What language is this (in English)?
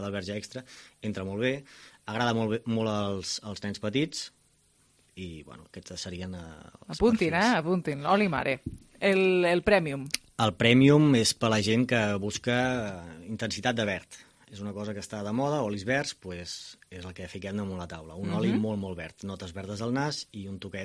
Catalan